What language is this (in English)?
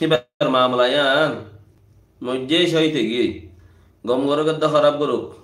Rohingya